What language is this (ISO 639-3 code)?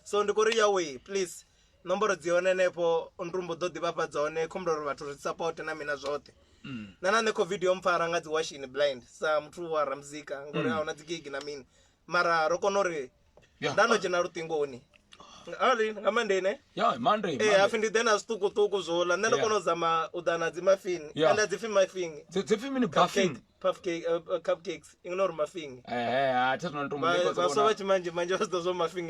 ven